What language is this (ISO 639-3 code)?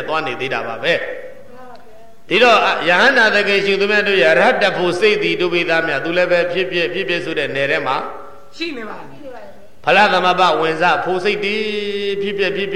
mya